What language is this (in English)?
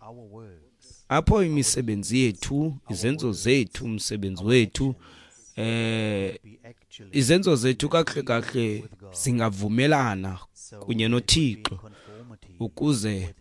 Xhosa